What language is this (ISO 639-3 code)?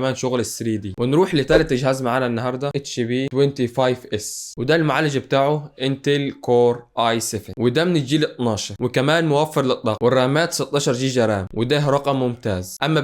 arz